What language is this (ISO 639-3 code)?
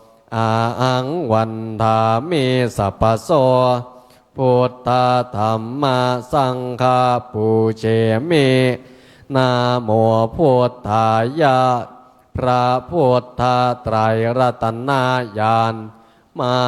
pli